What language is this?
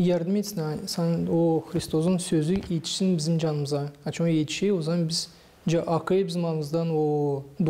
Gagauz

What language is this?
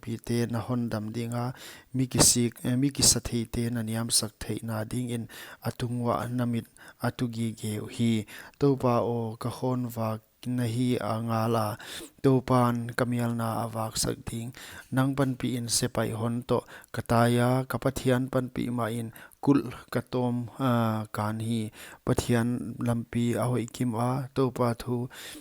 Paite Chin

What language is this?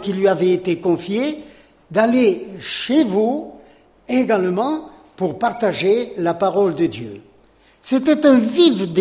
French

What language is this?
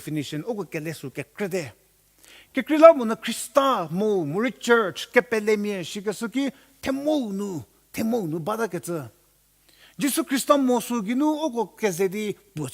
Angami Naga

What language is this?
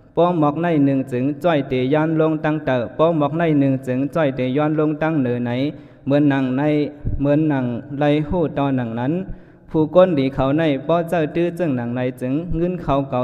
Shan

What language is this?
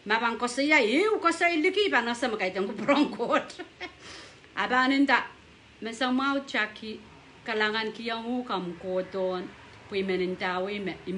Pohnpeian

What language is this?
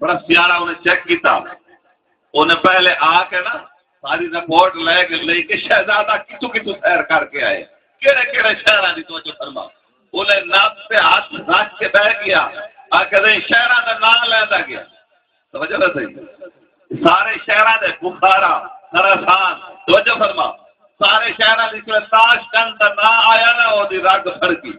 Saraiki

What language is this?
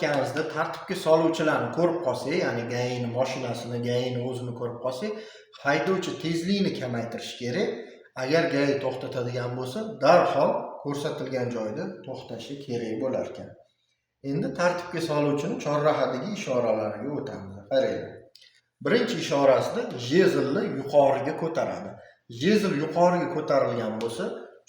Uzbek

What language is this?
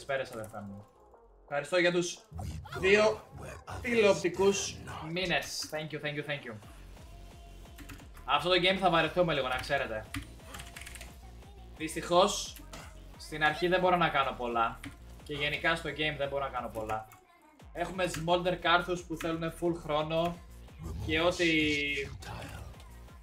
Greek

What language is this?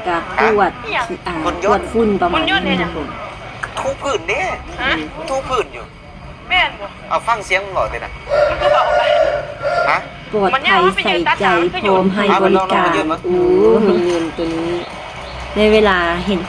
Lao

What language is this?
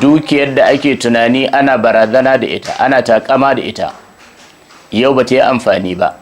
Hausa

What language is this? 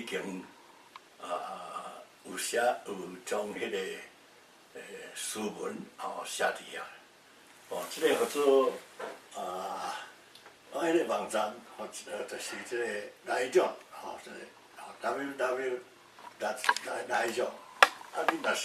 Min Nan Chinese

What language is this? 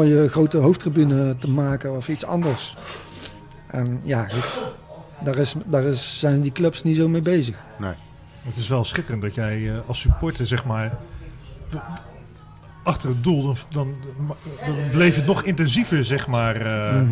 Dutch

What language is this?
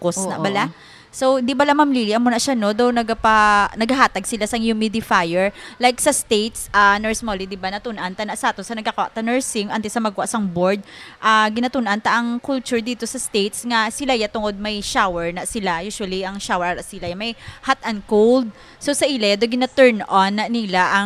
Hiligaynon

